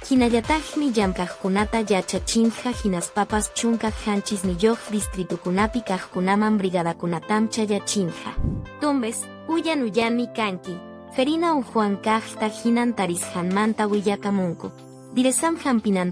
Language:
Quechua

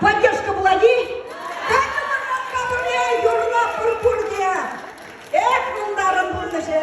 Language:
Chuvash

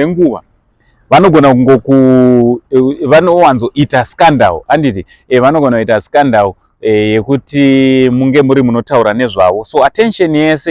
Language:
Shona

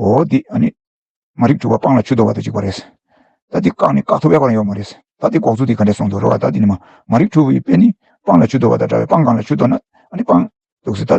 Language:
Tibetan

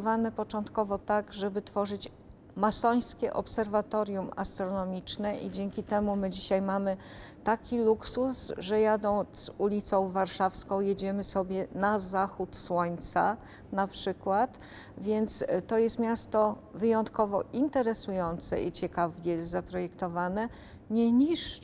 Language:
Polish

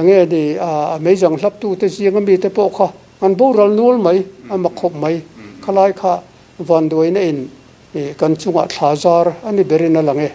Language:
Mizo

